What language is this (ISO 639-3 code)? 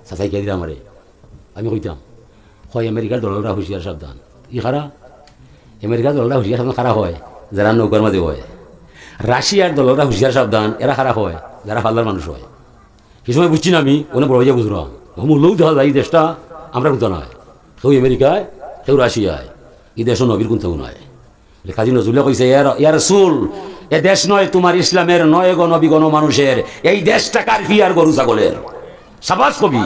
syl